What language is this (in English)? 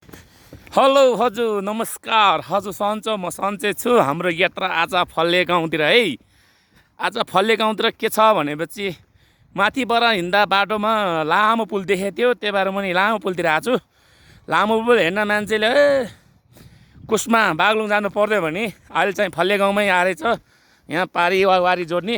Nepali